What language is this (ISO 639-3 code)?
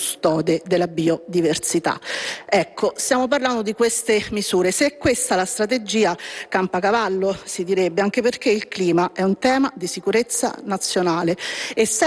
ita